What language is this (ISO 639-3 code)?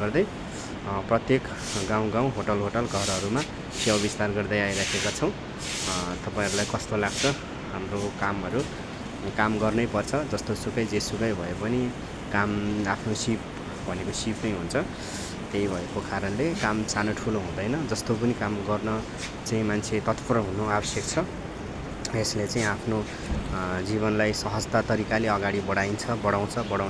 nep